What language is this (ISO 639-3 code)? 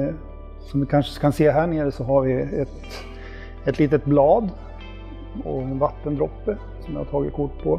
swe